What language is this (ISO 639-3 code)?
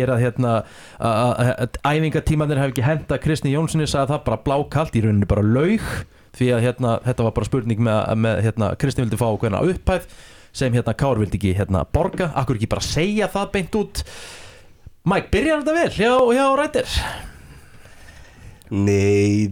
isl